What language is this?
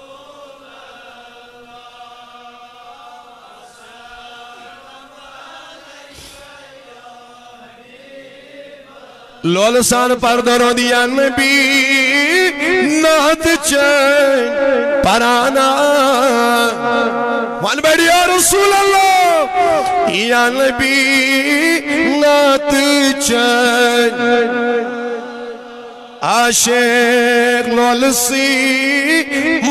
Kashmiri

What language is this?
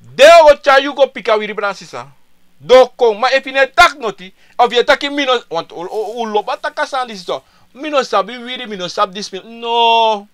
Sranan Tongo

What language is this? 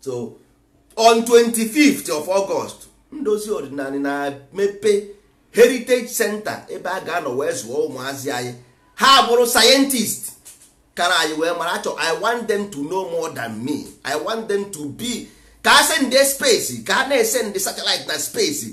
Igbo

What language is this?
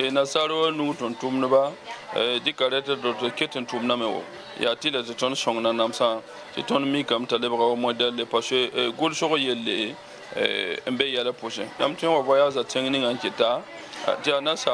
Mossi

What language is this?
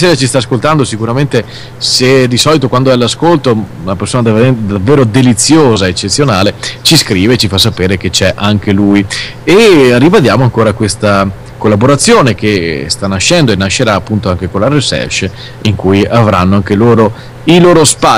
Italian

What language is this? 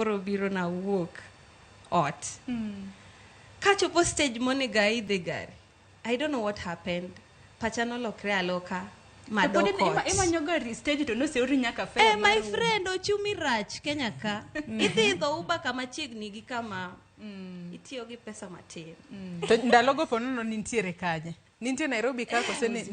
Luo (Kenya and Tanzania)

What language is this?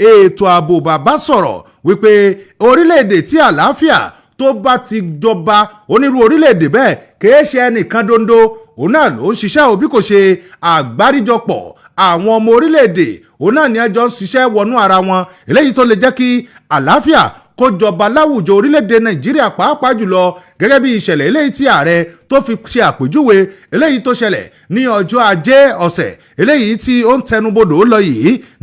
Yoruba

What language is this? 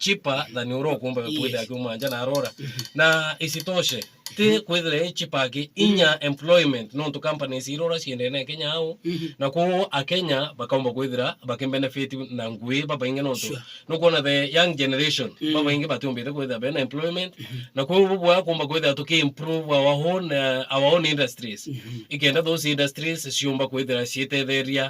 Meru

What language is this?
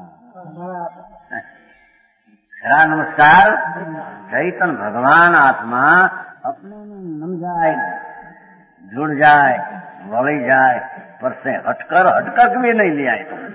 Hindi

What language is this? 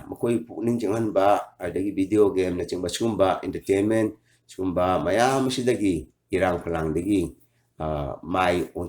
Manipuri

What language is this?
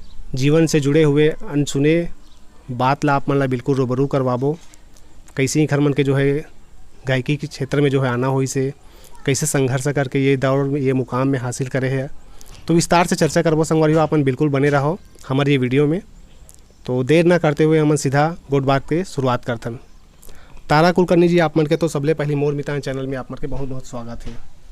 Chhattisgarhi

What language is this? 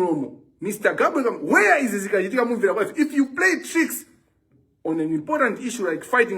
Nyanja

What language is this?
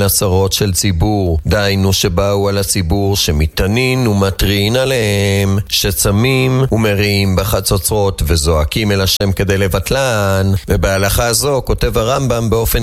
Hebrew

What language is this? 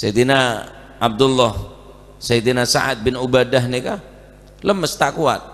Madurese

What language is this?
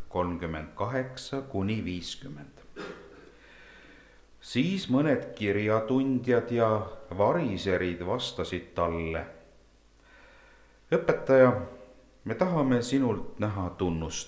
Estonian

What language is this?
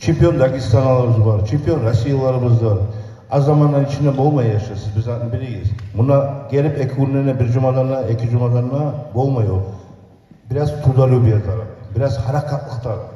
Kumyk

